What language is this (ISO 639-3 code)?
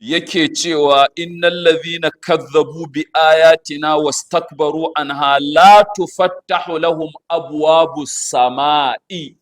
hau